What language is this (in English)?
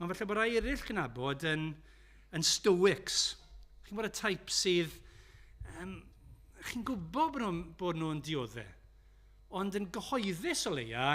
Welsh